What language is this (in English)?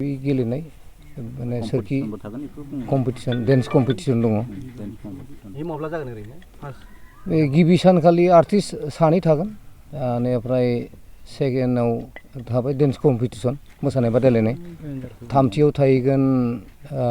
Bodo